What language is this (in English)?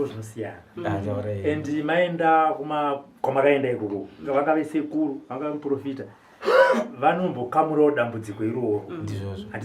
Shona